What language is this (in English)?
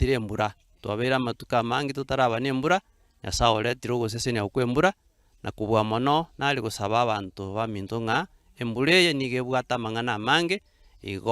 Gusii